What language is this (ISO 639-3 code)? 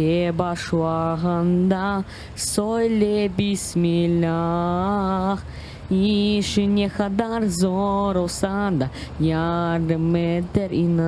crh